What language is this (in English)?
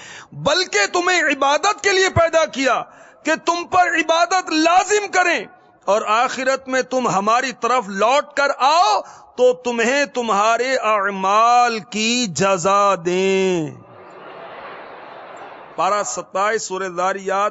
Urdu